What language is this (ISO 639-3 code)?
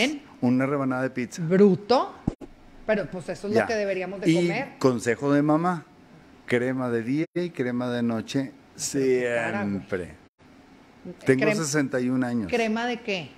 spa